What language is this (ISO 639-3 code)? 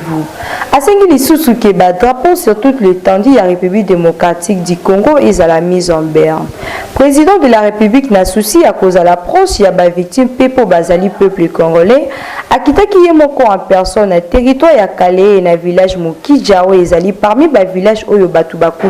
lin